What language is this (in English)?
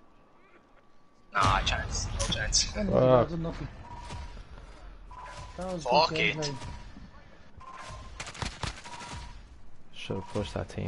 English